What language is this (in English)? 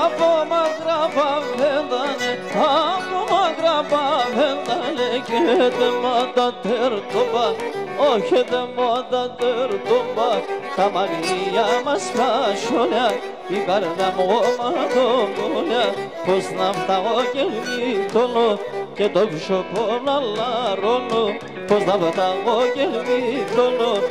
Greek